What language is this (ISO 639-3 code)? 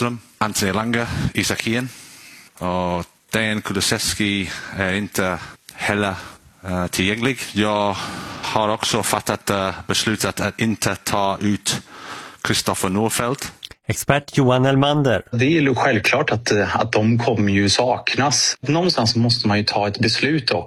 swe